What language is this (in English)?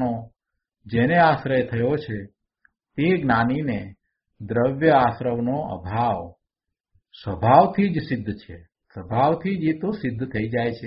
Gujarati